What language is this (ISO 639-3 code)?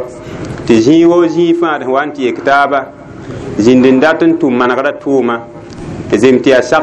mos